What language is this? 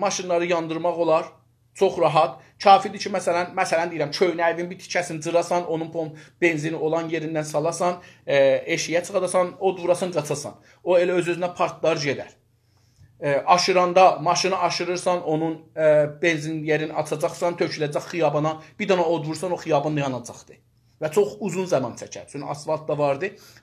South Azerbaijani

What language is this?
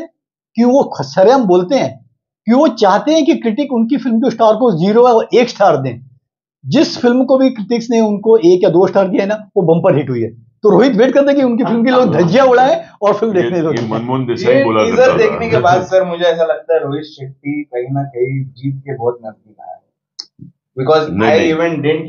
Hindi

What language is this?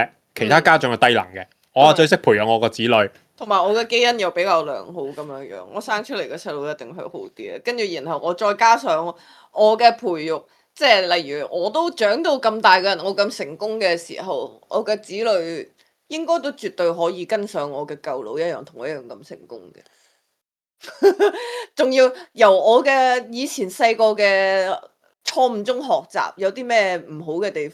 Cantonese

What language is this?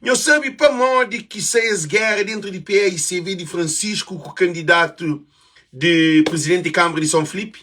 Kabuverdianu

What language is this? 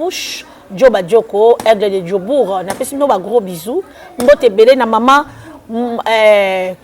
Lingala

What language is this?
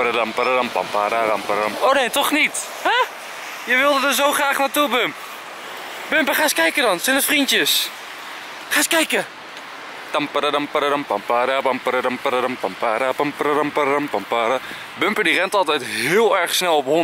Dutch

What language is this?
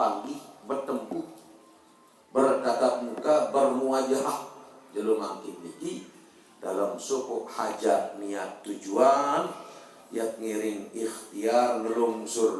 Sasak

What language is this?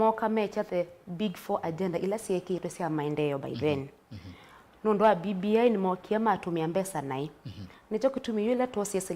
Kamba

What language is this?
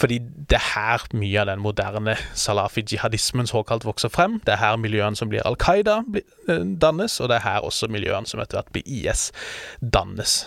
Norwegian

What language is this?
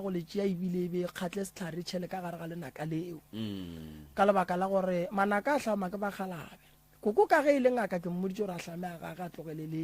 Northern Sotho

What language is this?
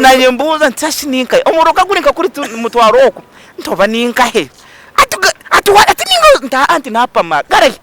Nyankole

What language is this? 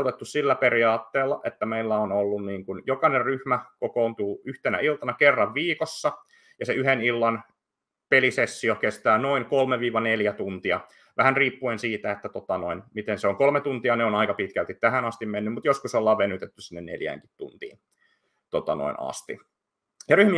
Finnish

